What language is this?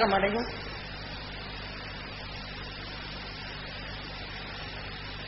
Tamil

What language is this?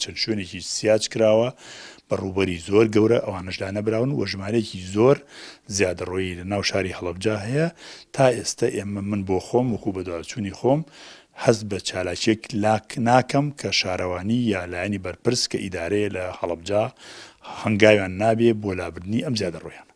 Central Kurdish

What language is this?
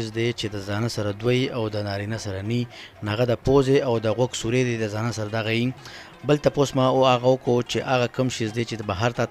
Pashto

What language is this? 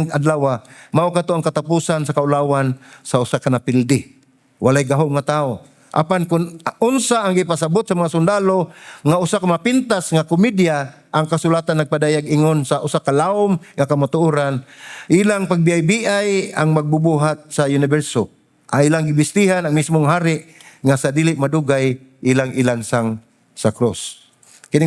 Cebuano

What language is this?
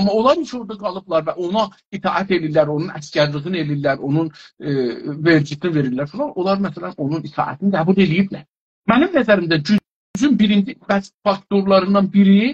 South Azerbaijani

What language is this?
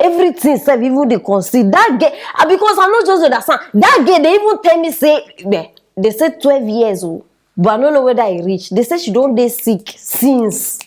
Nigerian Pidgin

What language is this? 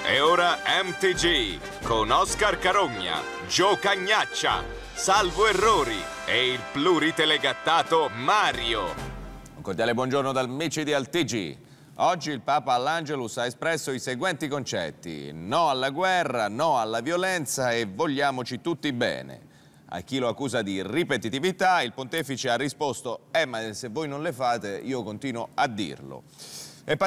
Italian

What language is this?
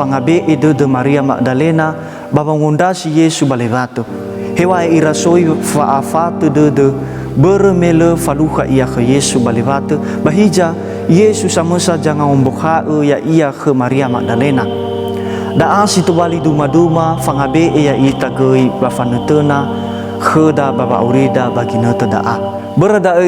Nias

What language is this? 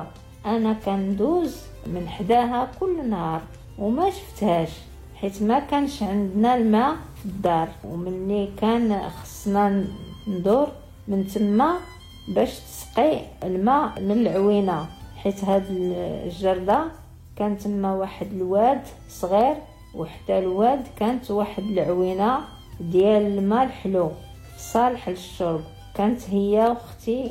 Moroccan Arabic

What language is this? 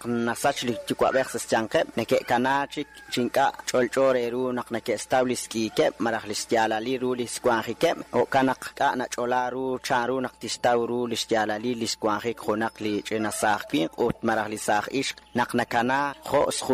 Kekchí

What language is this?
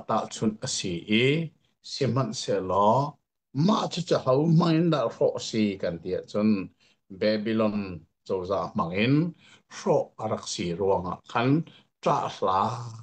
Hakha Chin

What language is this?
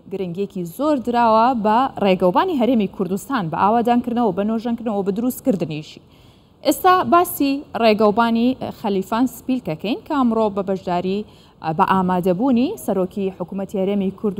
Central Kurdish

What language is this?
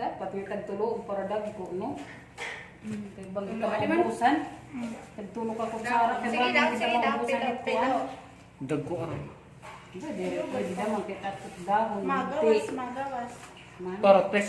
Waray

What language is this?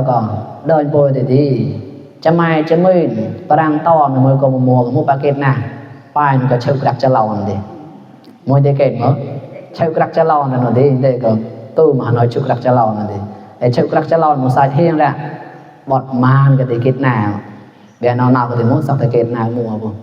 Mon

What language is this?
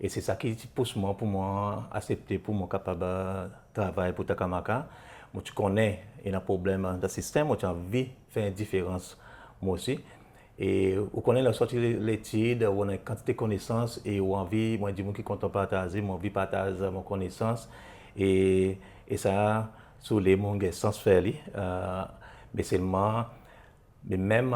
Seselwa Creole French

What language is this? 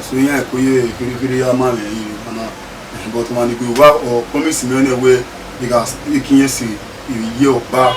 Bini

